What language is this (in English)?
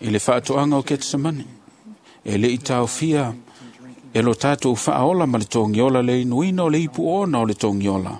Samoan